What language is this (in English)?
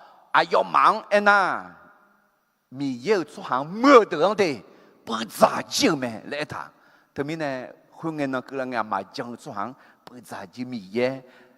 Akha